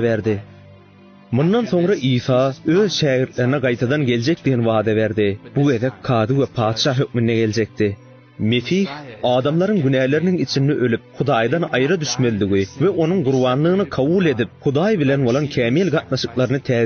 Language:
Turkmen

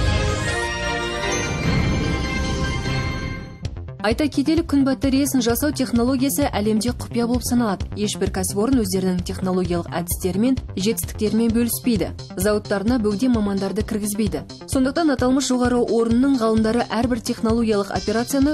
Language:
Kazakh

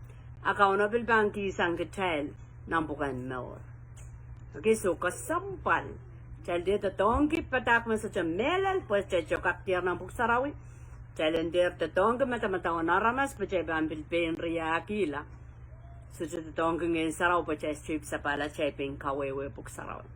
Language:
Pohnpeian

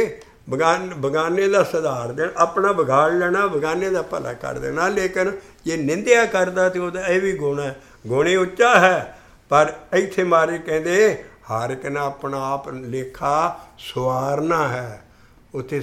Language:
Punjabi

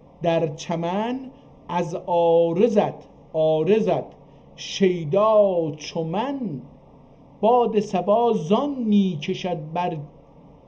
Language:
South Azerbaijani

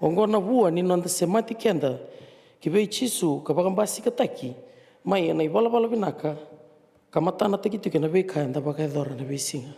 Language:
Fijian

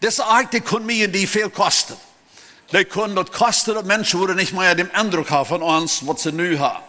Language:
Plautdietsch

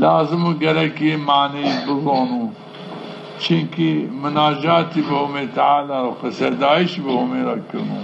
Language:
Zaza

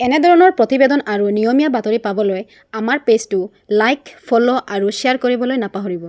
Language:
Assamese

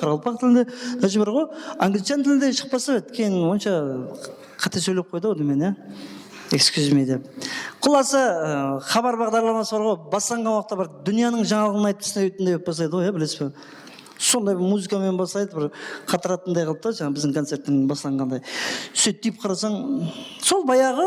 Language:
Kara-Kalpak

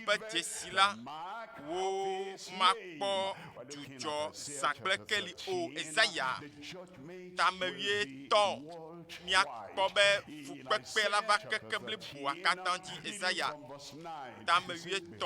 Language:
Ewe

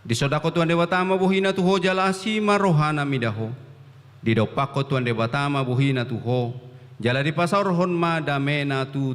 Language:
Batak Toba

